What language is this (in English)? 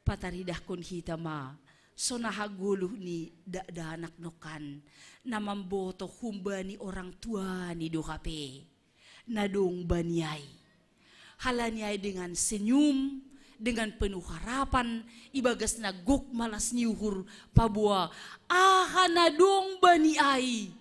Batak Simalungun